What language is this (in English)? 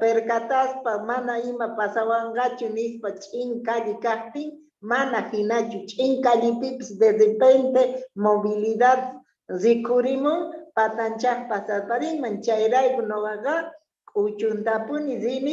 Quechua